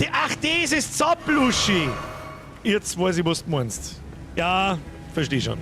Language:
Bavarian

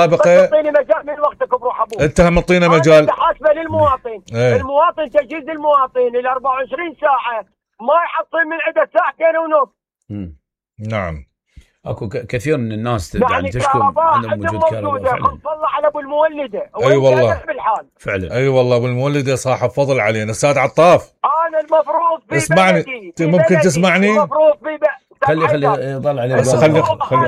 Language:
Mesopotamian Arabic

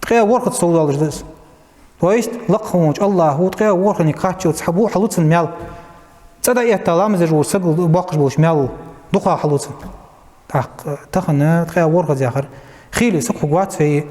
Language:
Ingush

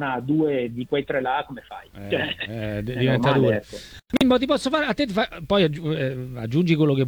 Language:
Italian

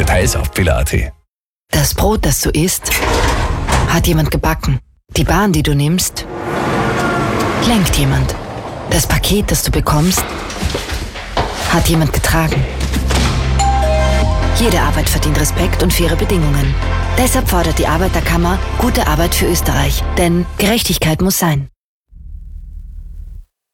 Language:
German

